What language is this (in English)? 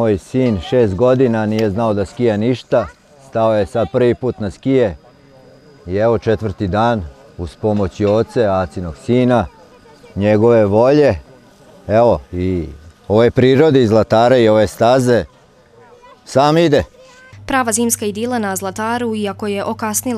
Serbian